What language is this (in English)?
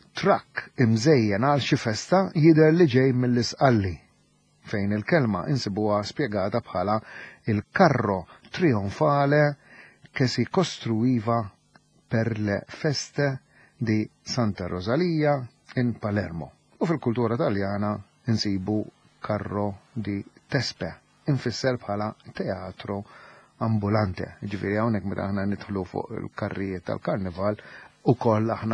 Maltese